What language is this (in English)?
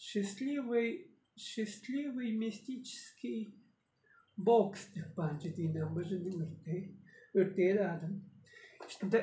Tuvinian